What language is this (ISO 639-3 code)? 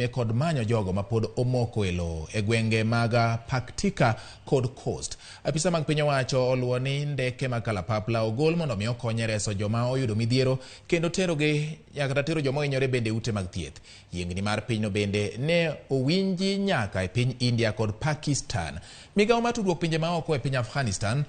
luo